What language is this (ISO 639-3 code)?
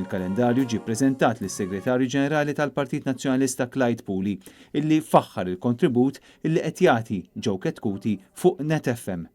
mlt